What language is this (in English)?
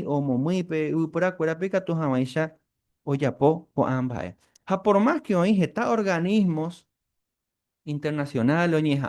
Guarani